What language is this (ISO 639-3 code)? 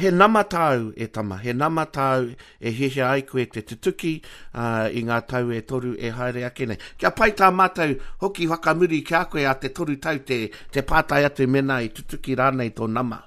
mri